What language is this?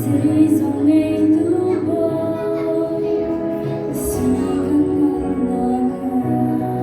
Hakha Chin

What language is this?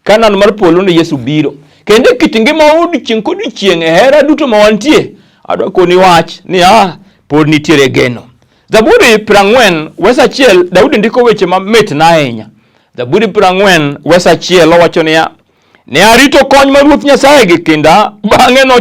Luo (Kenya and Tanzania)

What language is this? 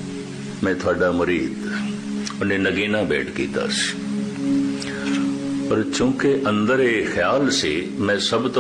Punjabi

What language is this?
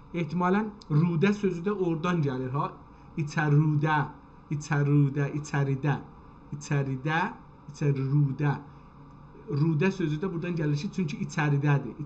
South Azerbaijani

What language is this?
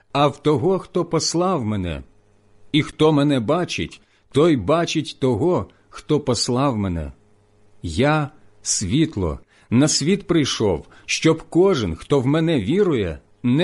Ukrainian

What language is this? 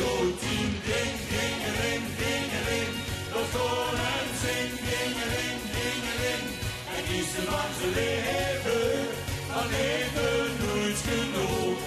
Limburgish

